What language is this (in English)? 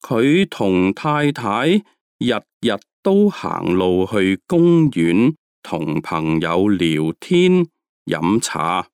Cantonese